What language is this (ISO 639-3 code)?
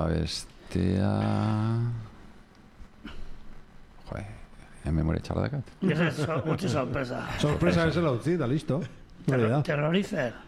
eus